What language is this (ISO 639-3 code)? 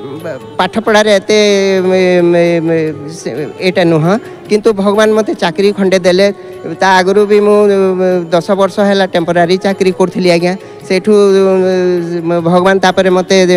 ori